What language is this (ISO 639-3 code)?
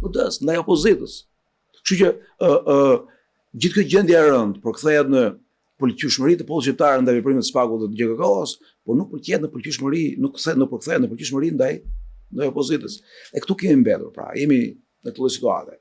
sqi